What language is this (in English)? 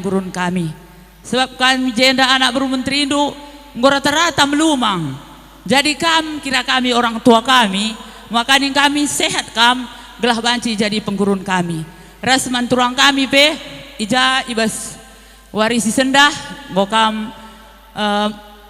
Batak Karo